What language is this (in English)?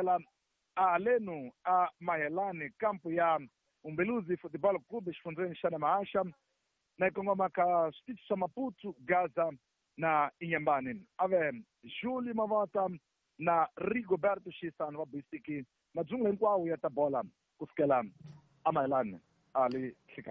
Tsonga